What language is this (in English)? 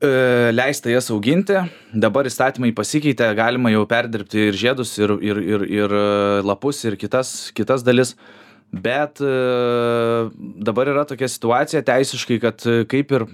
Lithuanian